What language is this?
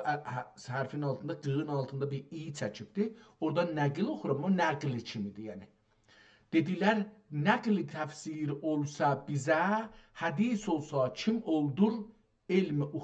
South Azerbaijani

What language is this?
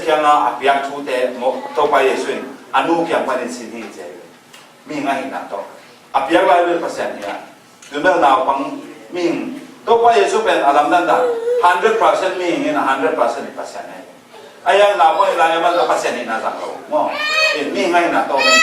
Tedim Chin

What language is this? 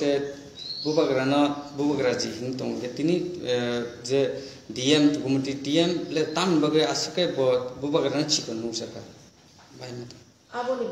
Kok Borok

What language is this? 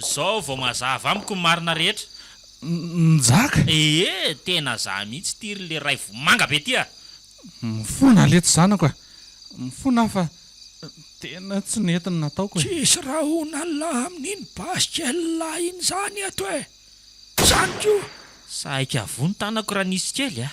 Malagasy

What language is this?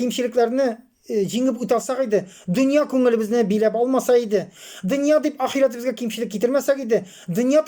Tatar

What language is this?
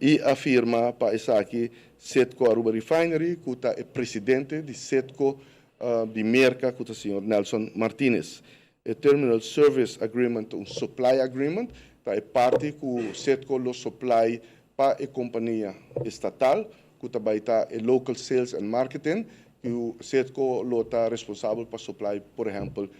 Papiamento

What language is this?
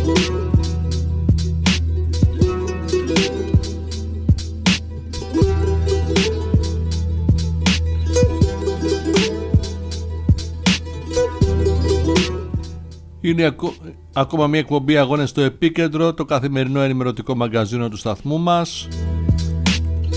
Greek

